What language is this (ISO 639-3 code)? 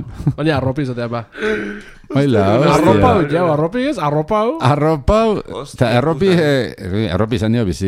eus